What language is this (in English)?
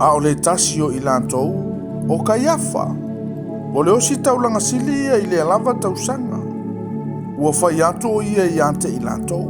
Samoan